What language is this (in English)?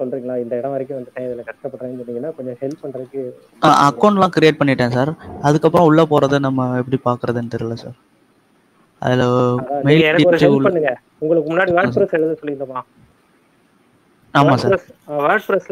Tamil